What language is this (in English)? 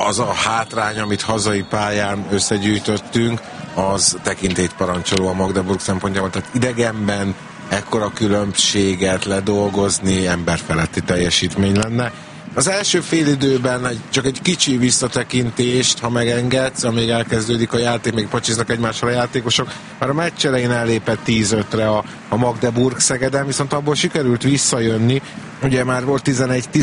Hungarian